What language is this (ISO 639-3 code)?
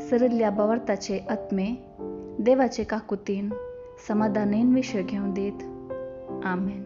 kok